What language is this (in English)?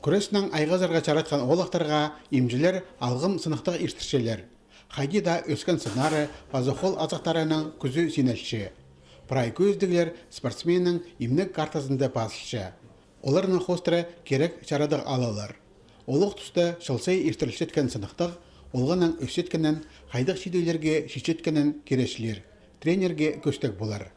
Khakas